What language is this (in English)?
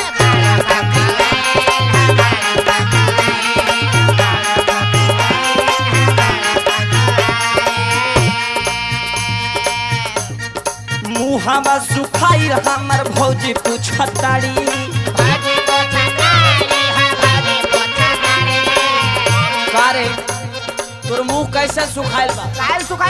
Bhojpuri